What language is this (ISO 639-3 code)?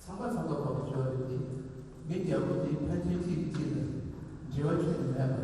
bod